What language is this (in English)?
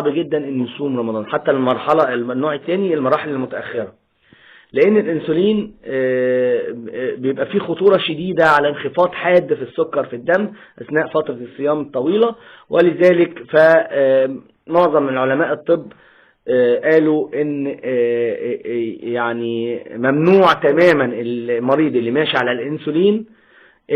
Egyptian Arabic